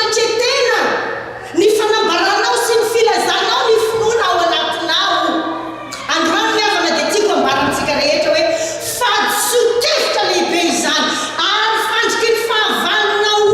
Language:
Malagasy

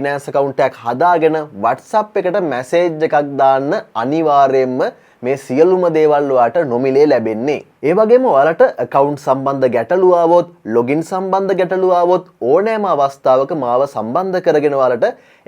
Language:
Sinhala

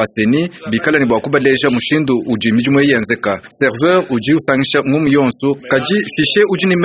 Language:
Luba-Lulua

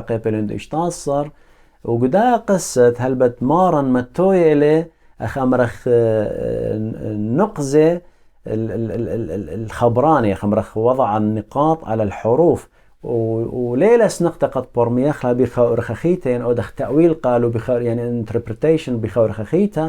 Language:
Assyrian Neo-Aramaic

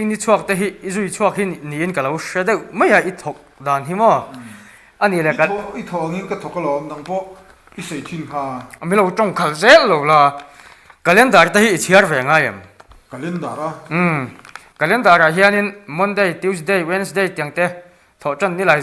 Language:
Mizo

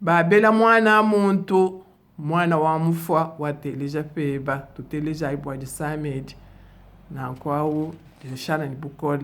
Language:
Luba-Lulua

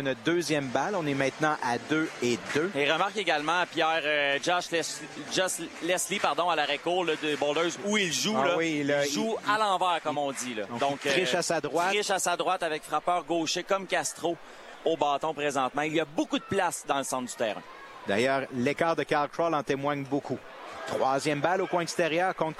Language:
French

